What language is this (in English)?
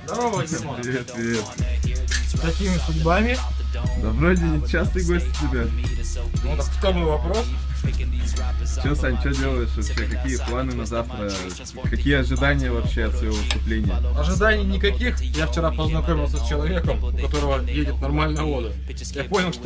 Russian